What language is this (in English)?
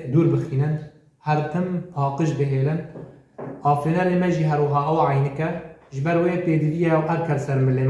Kurdish